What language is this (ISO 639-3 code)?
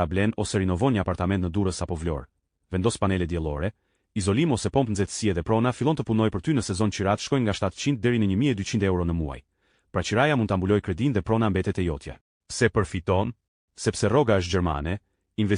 sqi